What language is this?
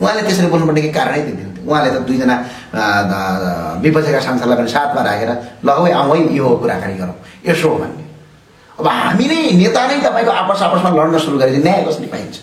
Nepali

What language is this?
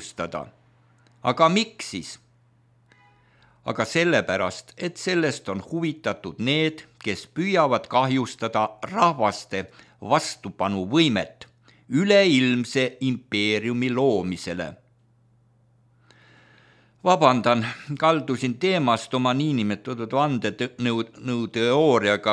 Estonian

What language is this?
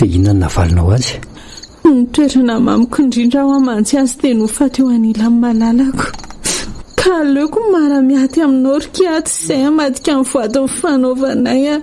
Malagasy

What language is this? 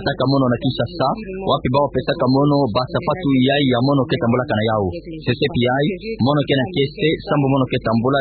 Kituba (Democratic Republic of Congo)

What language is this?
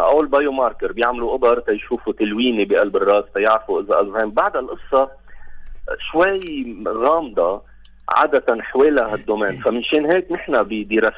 North Levantine Arabic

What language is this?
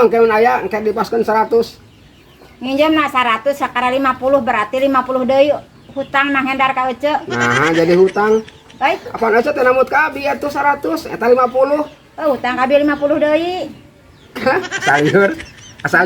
Sundanese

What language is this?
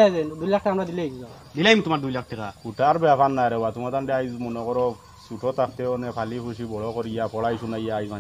Sylheti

